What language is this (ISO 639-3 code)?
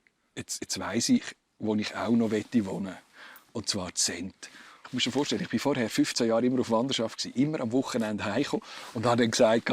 roh